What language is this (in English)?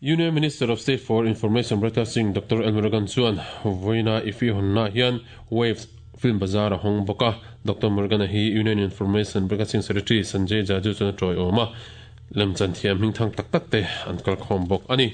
Mizo